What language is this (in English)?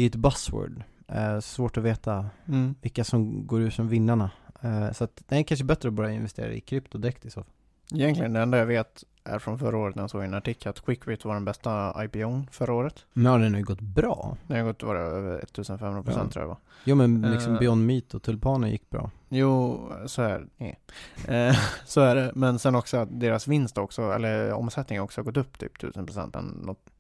Swedish